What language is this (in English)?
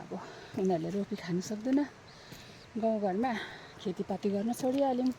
Nepali